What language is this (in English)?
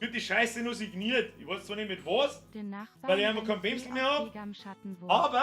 Bavarian